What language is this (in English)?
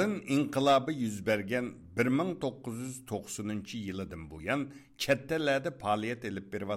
Uyghur